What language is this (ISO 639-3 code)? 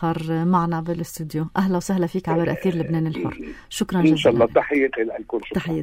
apc